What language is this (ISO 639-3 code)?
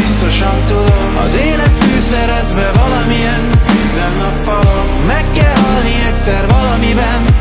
hun